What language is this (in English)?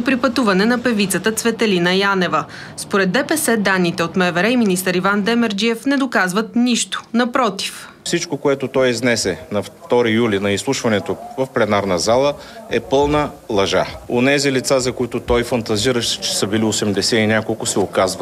Bulgarian